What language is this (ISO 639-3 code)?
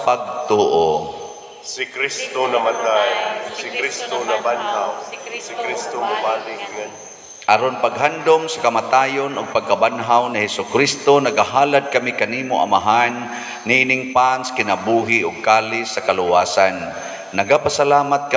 ceb